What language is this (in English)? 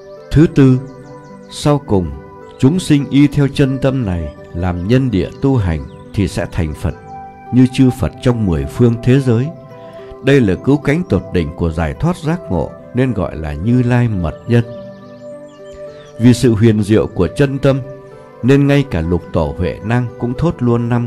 Vietnamese